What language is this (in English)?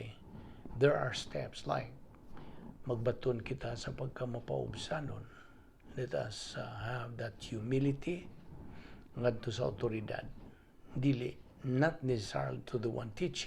Cebuano